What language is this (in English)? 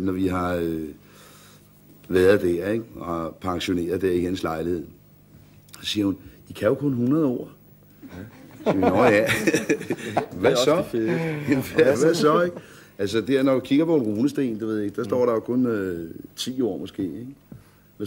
Danish